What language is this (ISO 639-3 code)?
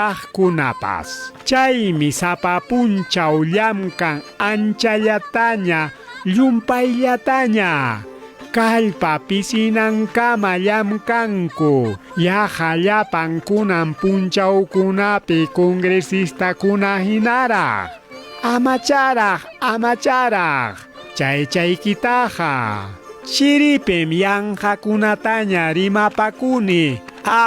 quy